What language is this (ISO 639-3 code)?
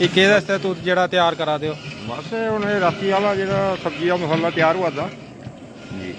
doi